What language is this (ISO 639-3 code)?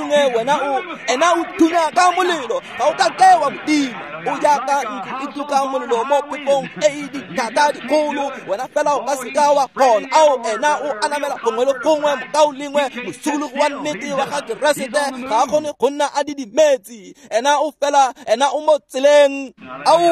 tsn